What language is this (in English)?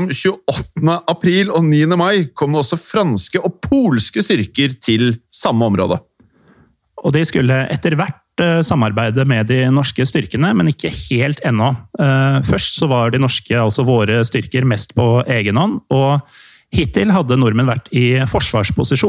Norwegian